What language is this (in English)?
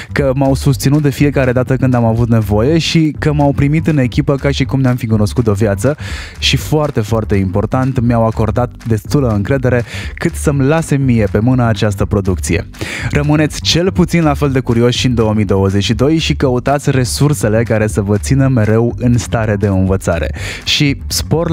Romanian